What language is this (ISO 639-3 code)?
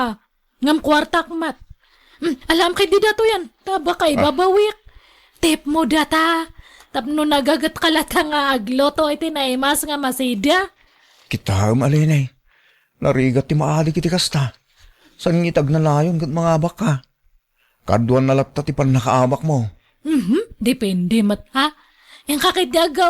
ilo